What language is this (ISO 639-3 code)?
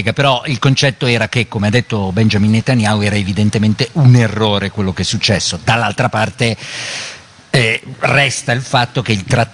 ita